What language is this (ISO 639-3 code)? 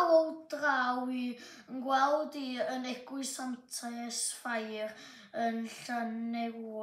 cym